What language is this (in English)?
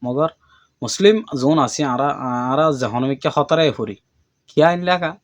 Rohingya